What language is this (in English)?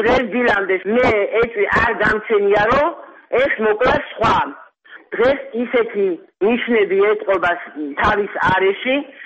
Georgian